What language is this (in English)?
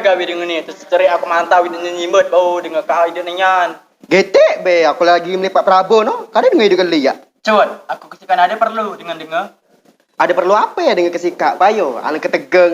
Musi